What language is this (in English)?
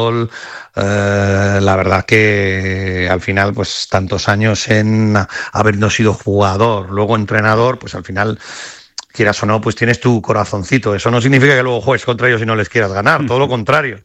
Spanish